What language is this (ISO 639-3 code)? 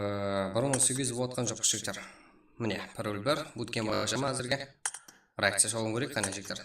kaa